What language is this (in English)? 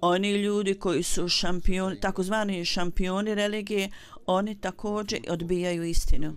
Bosnian